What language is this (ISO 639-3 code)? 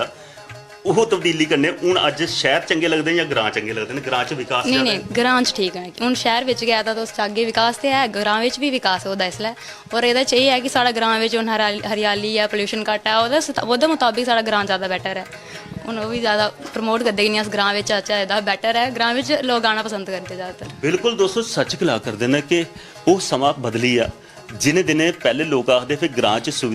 doi